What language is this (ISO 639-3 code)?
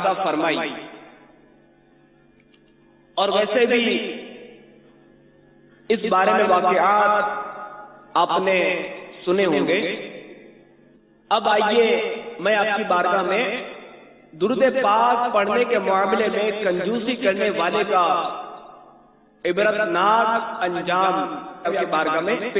urd